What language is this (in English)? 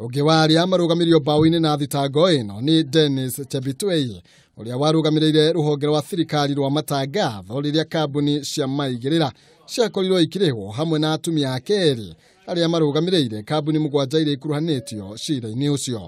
Kikuyu